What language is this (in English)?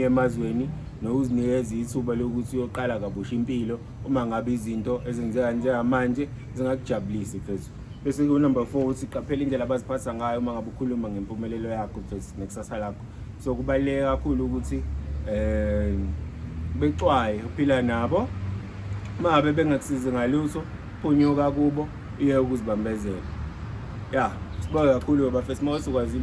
Zulu